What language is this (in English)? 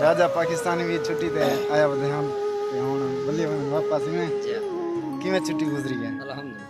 Saraiki